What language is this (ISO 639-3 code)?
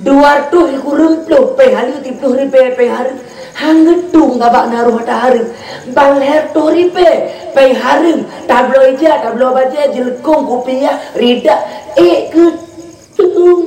ace